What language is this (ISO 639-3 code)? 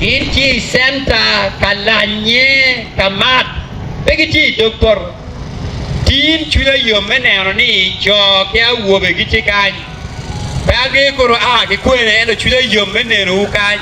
ach